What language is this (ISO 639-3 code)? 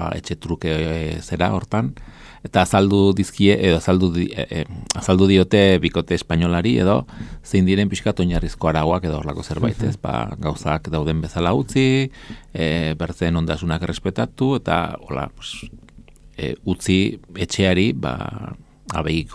eus